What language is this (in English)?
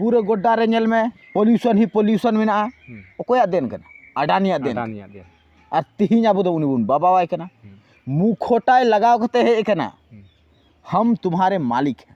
Santali